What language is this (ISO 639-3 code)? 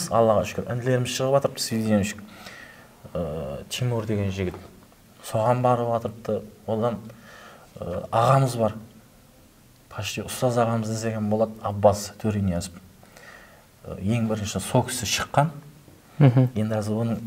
kaa